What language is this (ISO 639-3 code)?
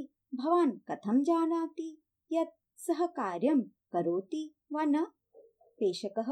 san